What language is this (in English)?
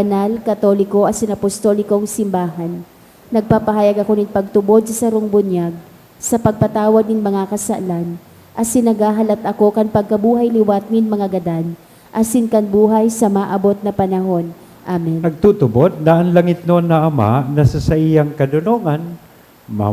Bikol